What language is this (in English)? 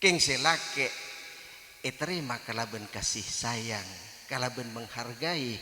Madurese